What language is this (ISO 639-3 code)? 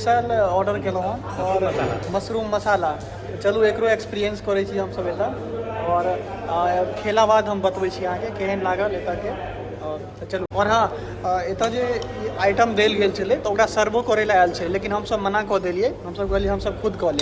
mai